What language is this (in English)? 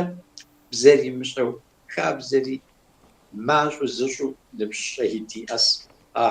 Kabardian